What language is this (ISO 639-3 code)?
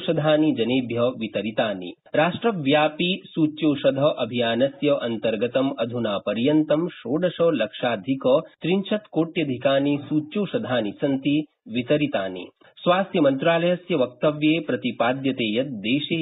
san